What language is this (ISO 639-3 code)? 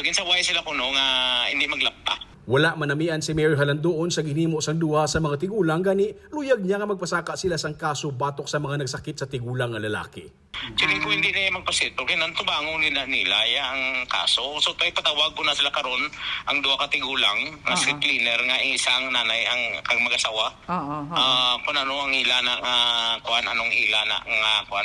hil